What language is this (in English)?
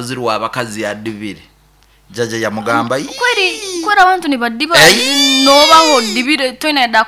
Nyankole